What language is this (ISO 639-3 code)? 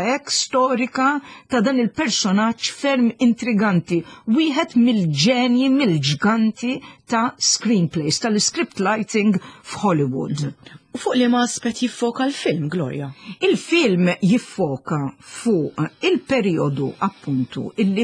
mlt